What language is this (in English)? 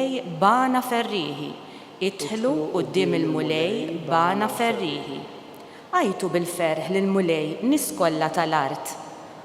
Maltese